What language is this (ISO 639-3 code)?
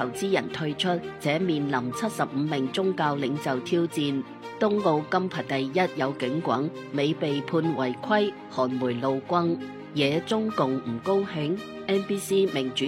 yue